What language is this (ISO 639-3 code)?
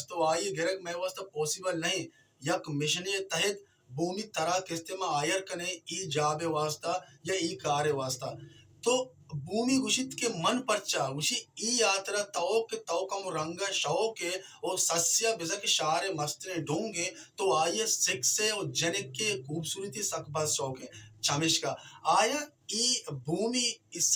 bal